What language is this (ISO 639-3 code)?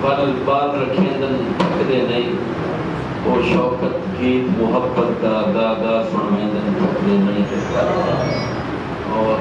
skr